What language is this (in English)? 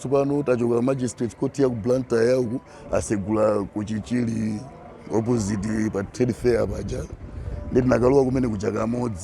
Nyanja